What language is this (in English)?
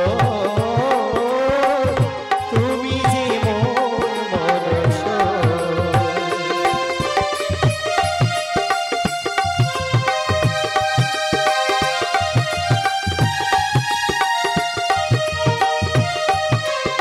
Bangla